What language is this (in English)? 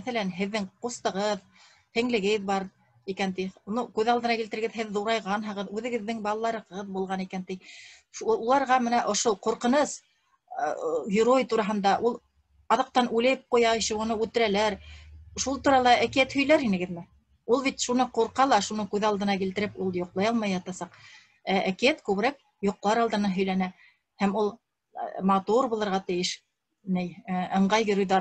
Bashkir